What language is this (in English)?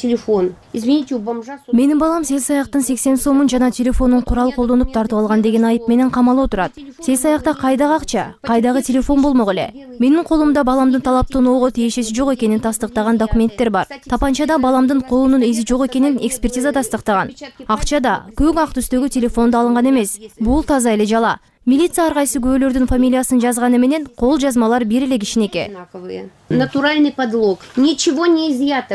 Kyrgyz